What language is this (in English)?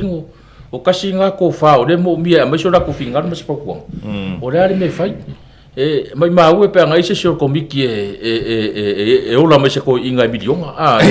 Samoan